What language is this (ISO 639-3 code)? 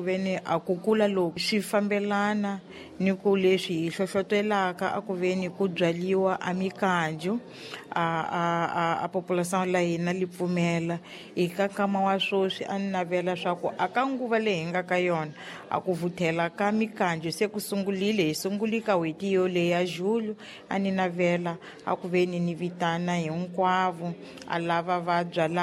tso